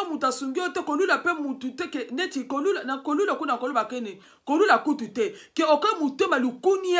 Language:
Lingala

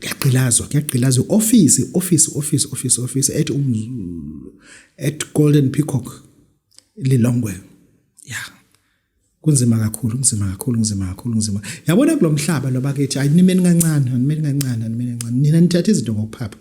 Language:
Zulu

